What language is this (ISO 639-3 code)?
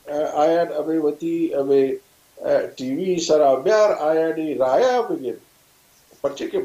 bal